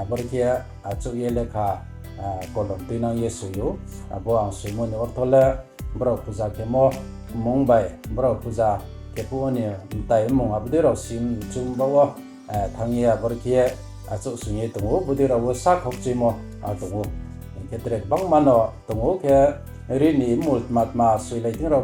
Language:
Riang (India)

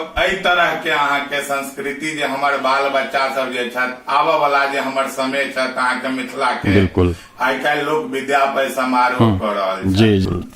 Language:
Maithili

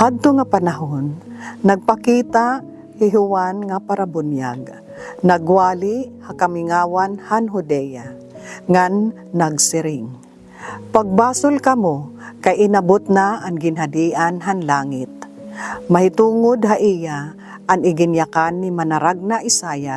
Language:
Waray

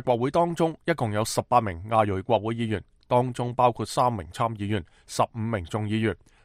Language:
Cantonese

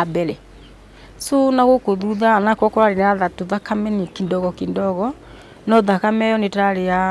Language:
Kikuyu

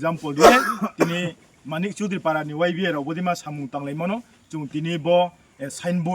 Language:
Riang (India)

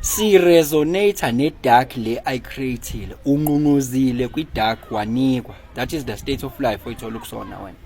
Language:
Zulu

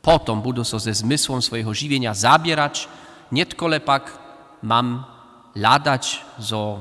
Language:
Upper Sorbian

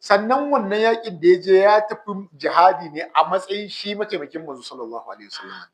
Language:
Hausa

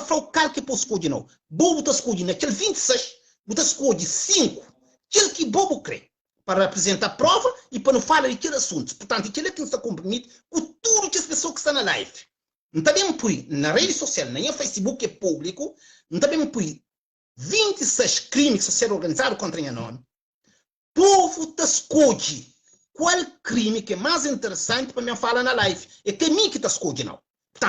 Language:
Kabuverdianu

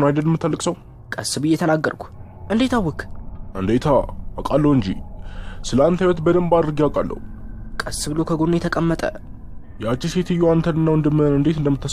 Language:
Amharic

